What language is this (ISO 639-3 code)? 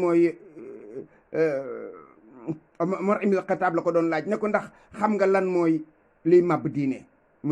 wol